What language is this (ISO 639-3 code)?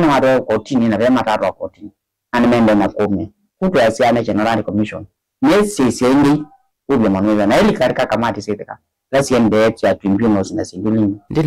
kam